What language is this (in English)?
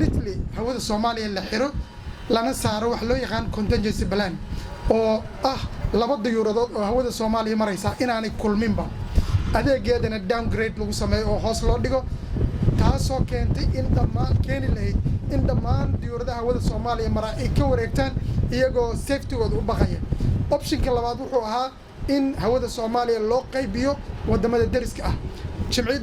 Somali